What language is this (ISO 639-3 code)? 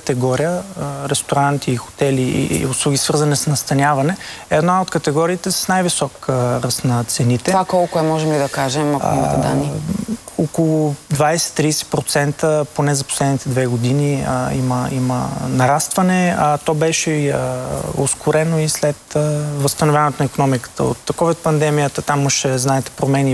bul